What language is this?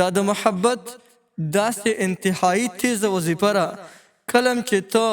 Pashto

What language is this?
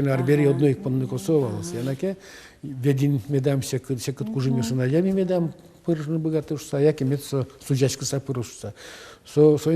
Udmurt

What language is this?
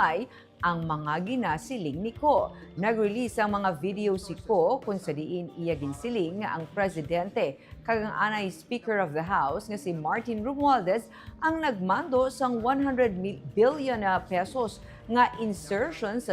Hiligaynon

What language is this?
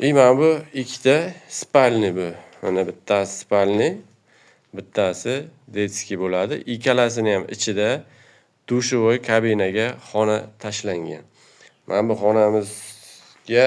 Uzbek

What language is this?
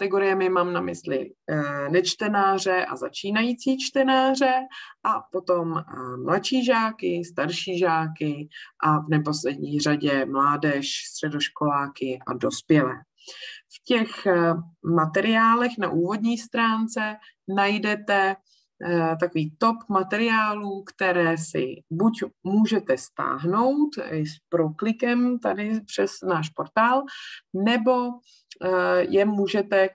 Czech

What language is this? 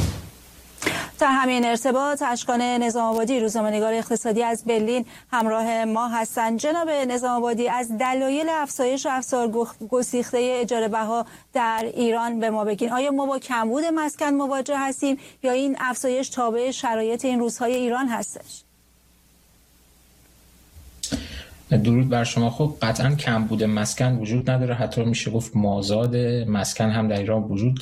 Persian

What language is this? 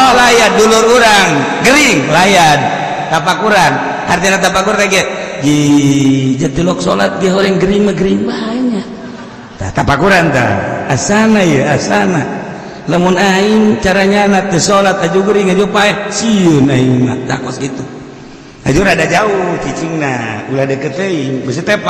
Sundanese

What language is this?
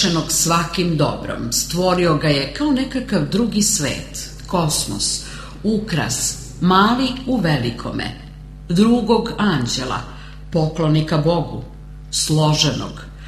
Serbian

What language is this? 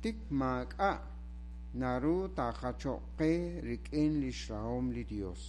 Kekchí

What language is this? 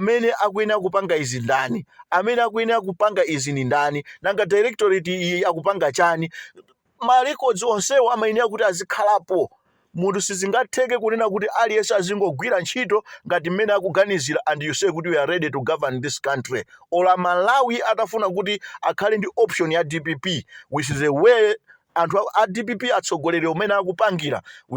Nyanja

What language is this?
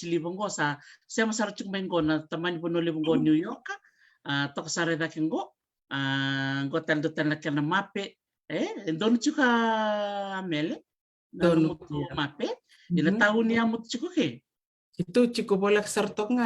Fijian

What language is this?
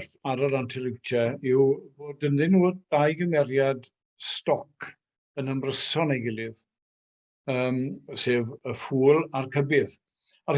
Welsh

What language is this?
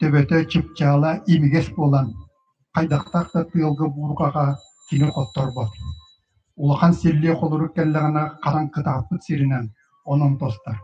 Yakut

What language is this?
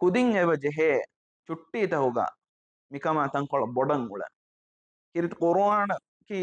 Divehi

